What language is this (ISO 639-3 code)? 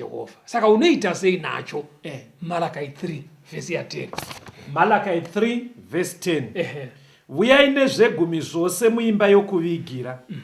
sna